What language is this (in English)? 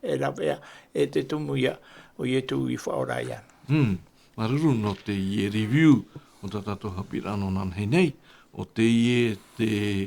Tahitian